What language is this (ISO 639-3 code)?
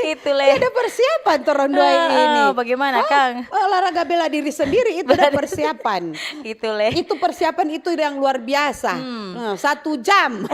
xmm